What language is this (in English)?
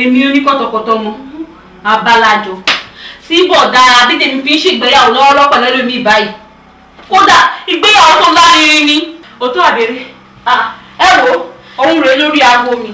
Yoruba